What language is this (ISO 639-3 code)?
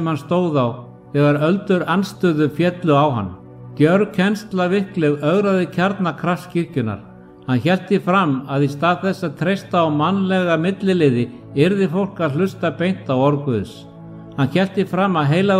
isl